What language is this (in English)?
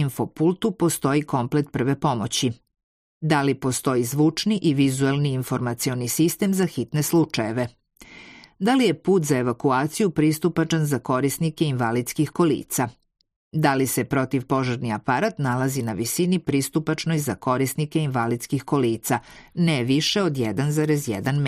Serbian